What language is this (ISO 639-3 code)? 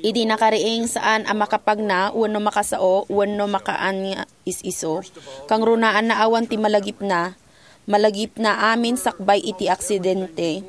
ilo